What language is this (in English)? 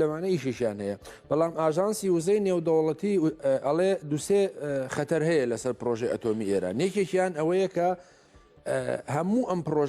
Central Kurdish